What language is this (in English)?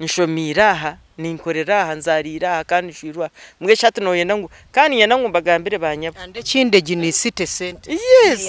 Nyankole